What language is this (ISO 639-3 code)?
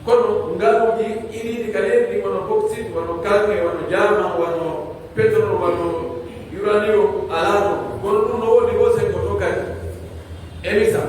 fuf